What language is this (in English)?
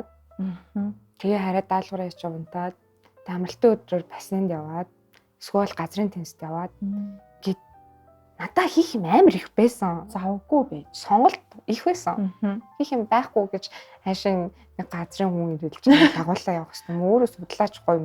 Mongolian